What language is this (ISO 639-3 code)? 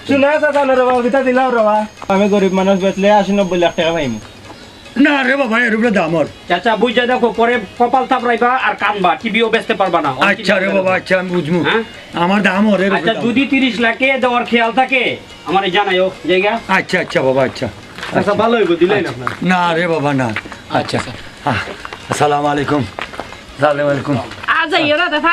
syl